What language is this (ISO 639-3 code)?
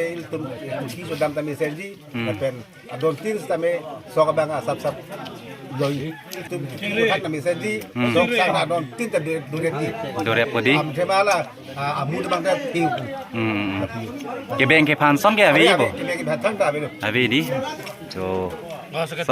mjw